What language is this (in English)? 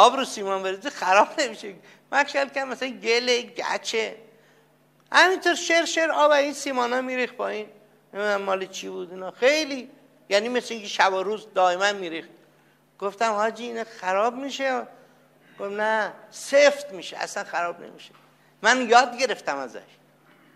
Persian